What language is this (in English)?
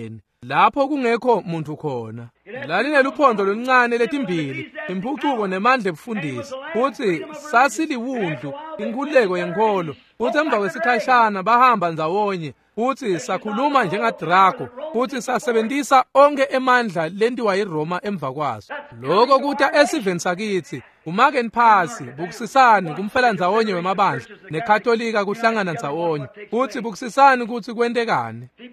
Swati